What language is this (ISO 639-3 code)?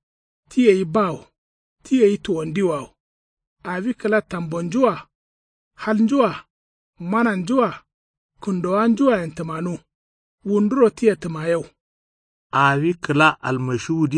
kau